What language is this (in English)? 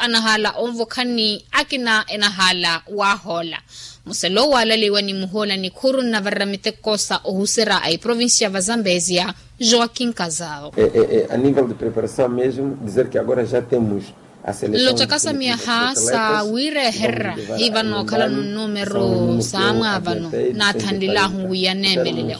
Makhuwa